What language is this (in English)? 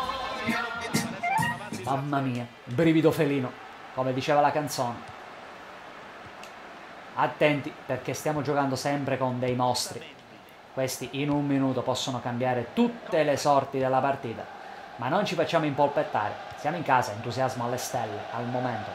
Italian